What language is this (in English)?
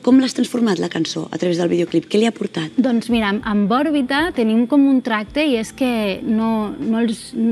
Catalan